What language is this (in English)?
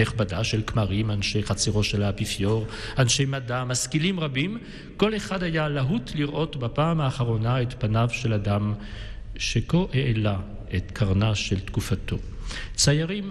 Hebrew